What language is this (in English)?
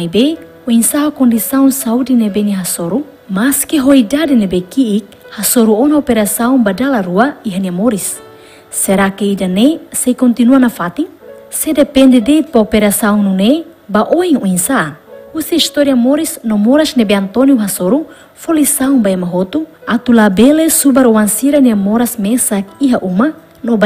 Tetum